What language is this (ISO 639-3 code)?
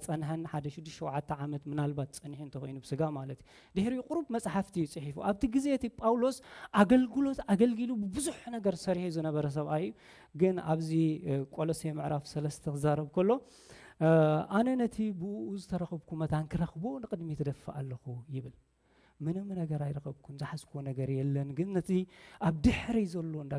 tir